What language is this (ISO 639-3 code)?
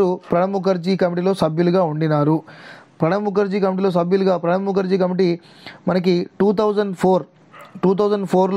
tel